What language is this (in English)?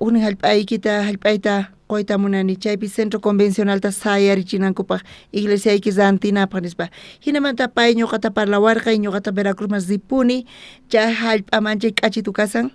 South Bolivian Quechua